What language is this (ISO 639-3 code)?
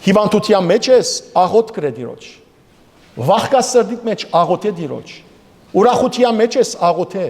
hyw